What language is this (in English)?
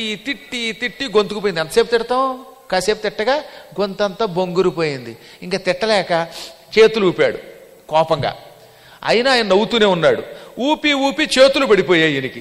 Telugu